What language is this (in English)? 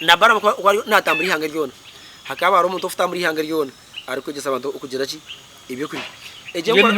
Nyankole